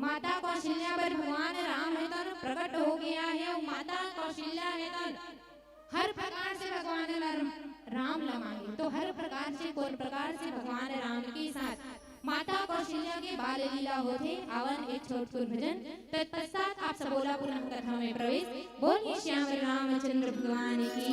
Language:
Chhattisgarhi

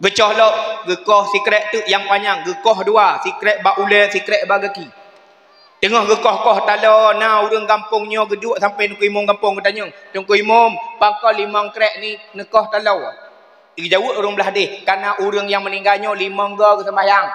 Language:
Achinese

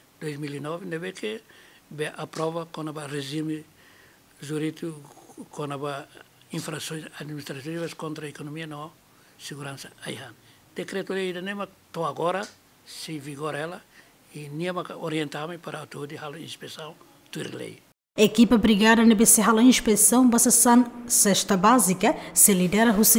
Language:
Tetum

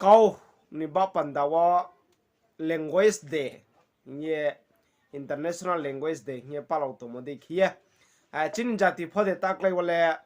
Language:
Riang (India)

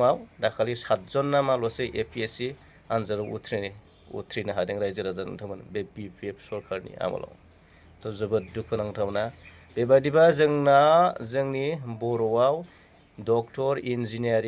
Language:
Bodo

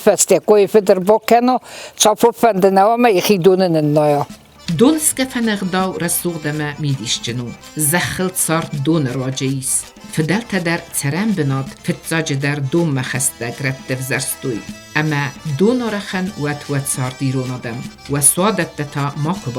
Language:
Ossetic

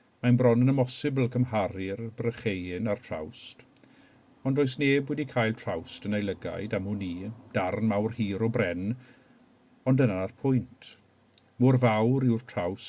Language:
Welsh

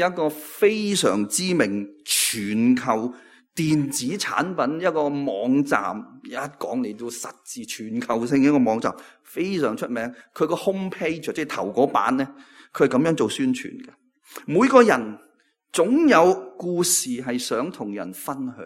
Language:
Cantonese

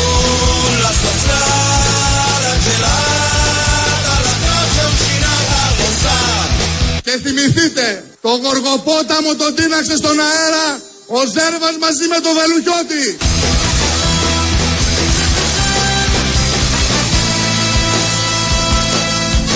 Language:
Greek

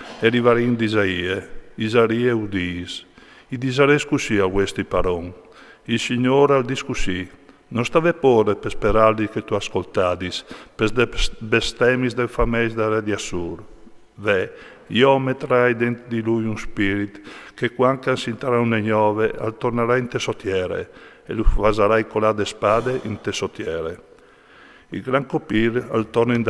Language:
Friulian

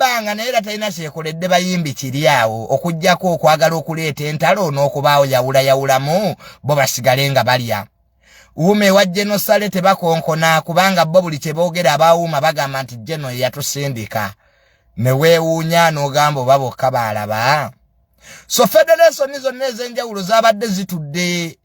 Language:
Ganda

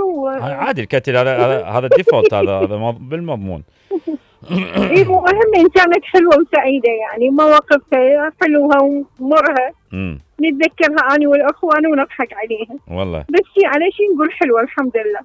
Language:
Mesopotamian Arabic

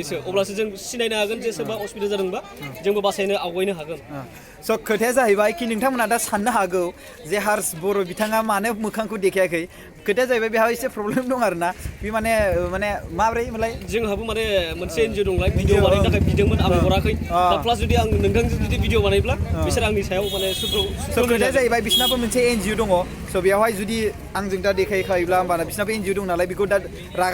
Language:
Bodo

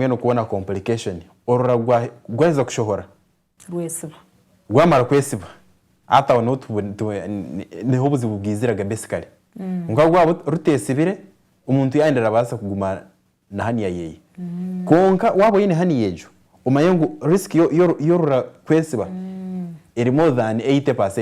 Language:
Nyankole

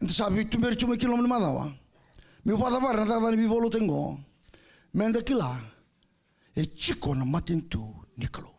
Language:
Fijian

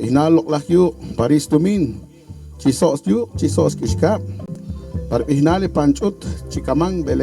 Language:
Poqomchi'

